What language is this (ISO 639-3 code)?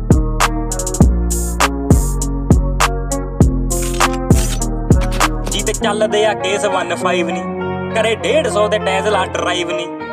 pan